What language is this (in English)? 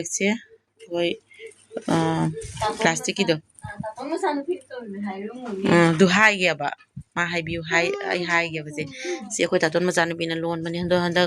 Manipuri